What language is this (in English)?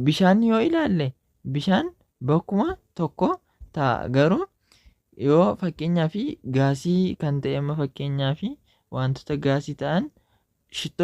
Oromo